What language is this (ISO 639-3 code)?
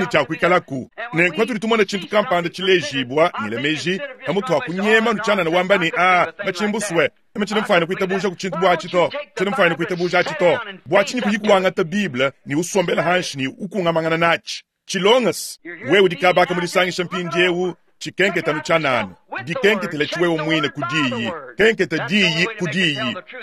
lua